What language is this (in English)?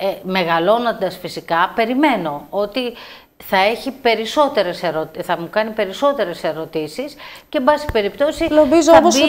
Greek